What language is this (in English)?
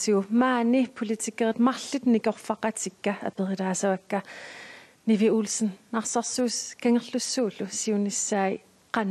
Kalaallisut